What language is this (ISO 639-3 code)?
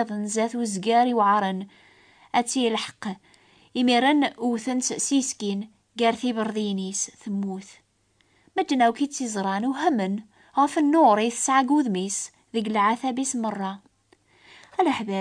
kab